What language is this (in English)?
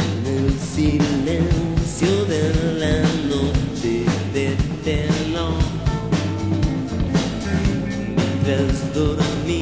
Spanish